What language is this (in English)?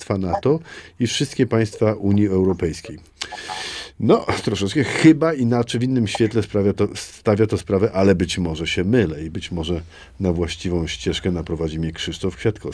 Polish